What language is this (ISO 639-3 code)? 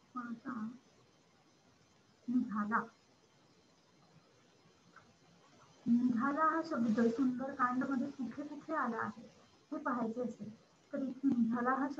mar